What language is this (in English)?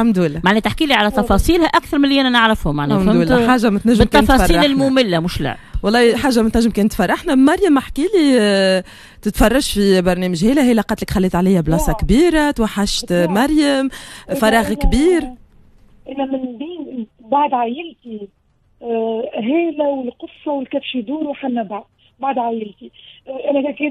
Tunisian Arabic